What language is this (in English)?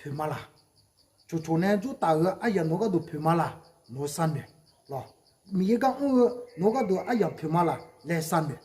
Akha